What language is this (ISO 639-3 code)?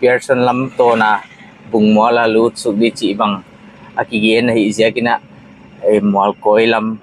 pck